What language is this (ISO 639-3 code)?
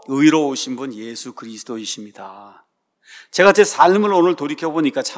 kor